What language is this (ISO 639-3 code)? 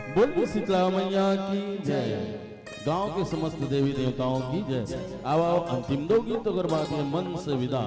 hne